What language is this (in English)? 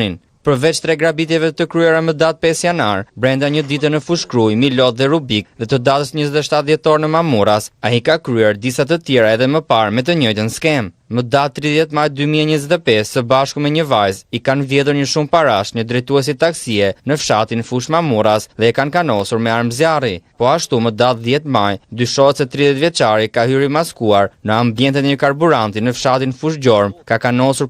Albanian